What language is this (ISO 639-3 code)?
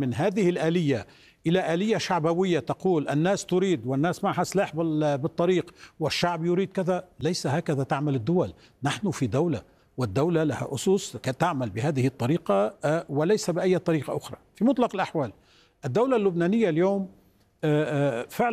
ara